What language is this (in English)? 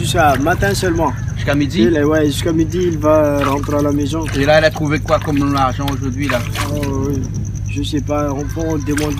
Réunion Creole French